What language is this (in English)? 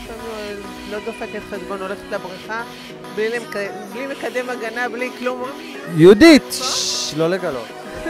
Hebrew